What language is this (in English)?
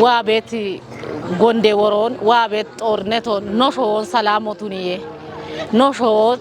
Kafa